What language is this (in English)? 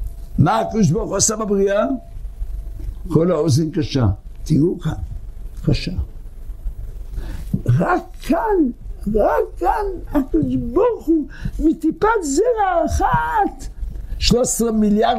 Hebrew